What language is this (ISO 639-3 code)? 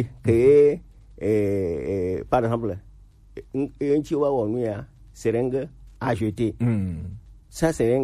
gej